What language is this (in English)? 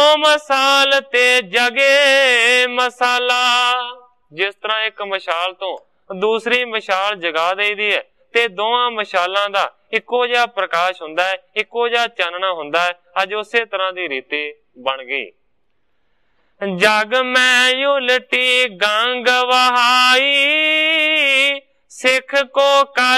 Punjabi